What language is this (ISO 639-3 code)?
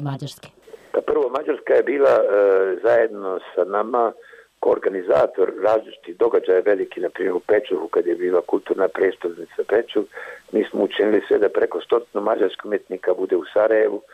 bos